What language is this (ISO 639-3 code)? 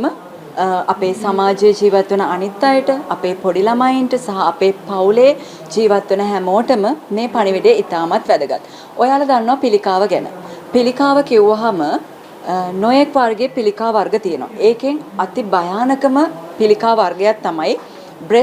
sin